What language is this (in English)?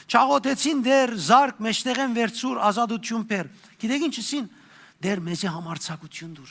Western Armenian